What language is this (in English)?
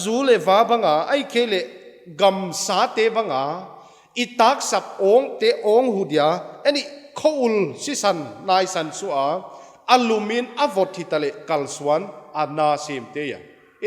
Paite Chin